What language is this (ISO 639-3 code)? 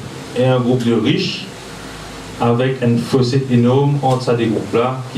mfe